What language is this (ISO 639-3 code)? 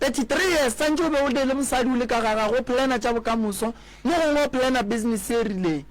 nso